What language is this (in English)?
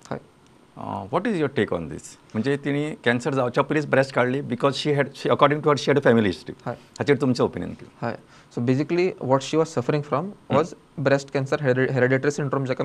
Konkani